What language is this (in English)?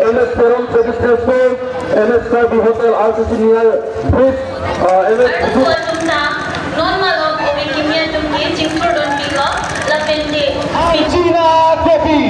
Karbi